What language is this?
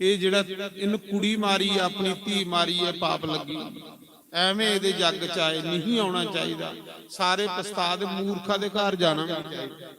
Dogri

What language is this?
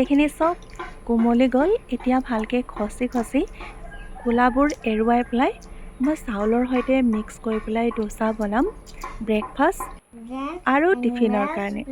Assamese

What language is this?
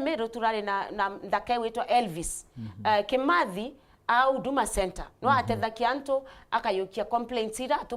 Meru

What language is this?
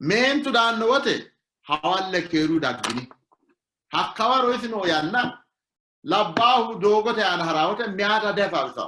Sidamo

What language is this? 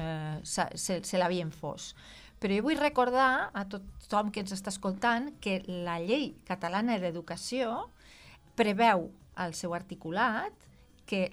Catalan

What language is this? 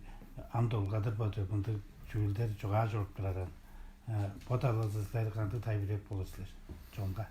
Tuvinian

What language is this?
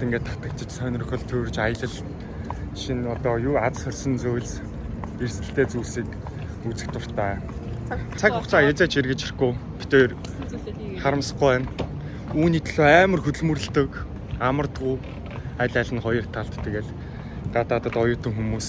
Mongolian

